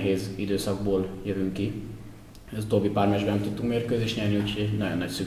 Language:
Hungarian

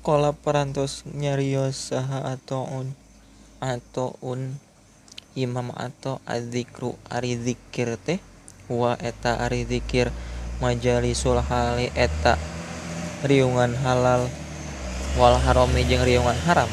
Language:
Sundanese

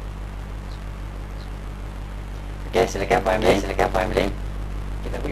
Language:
Malay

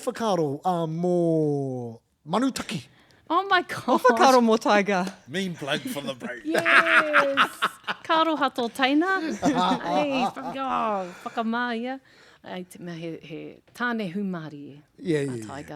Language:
Māori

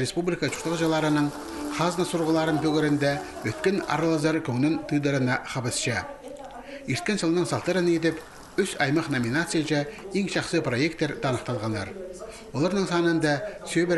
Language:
Khakas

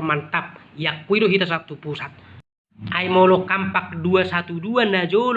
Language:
Batak Toba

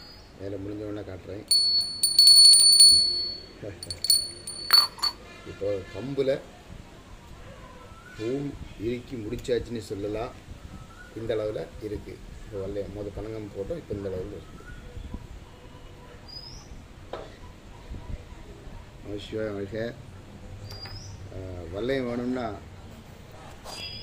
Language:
Tamil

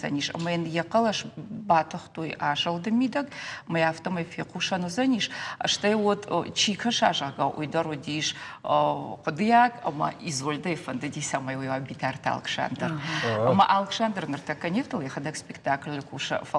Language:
Ossetic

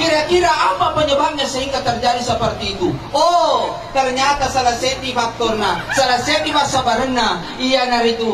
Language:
Buginese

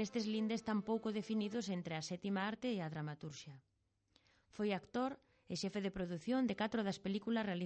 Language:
Galician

